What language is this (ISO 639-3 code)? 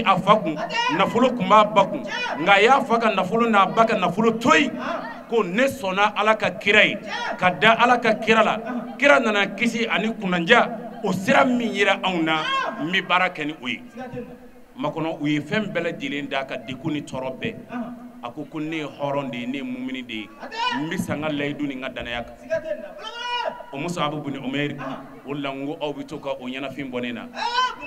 bam